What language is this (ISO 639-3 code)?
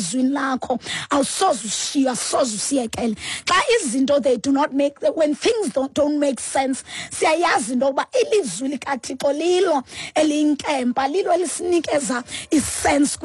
xho